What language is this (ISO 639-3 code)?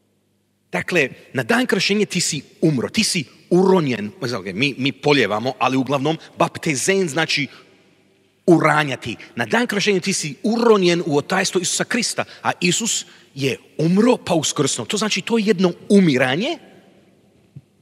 hrv